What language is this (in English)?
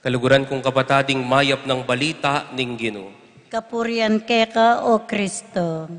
Pampanga